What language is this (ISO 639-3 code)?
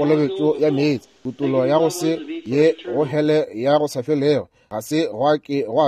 nso